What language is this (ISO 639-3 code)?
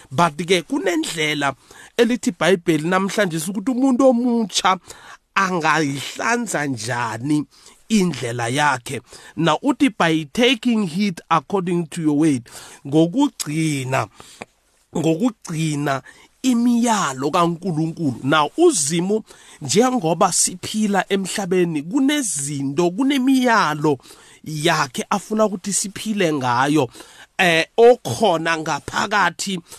nbl